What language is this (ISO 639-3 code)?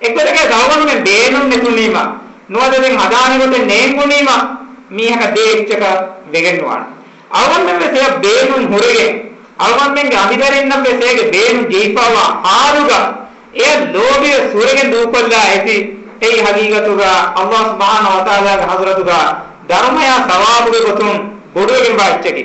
div